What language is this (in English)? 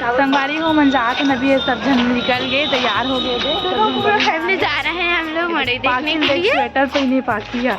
Chhattisgarhi